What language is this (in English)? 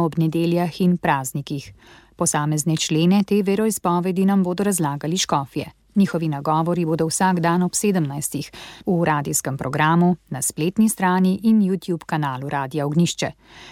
Slovenian